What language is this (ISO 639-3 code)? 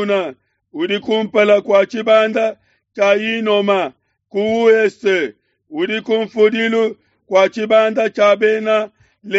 lua